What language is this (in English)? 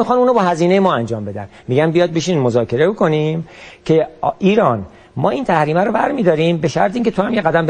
Persian